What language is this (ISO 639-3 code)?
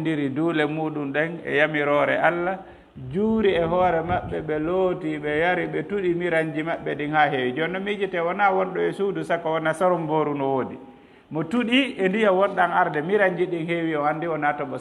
ful